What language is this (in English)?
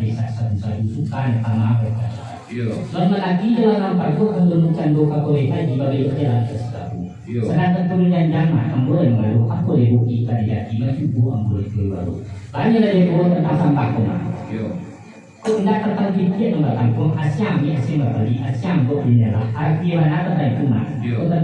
Minangkabau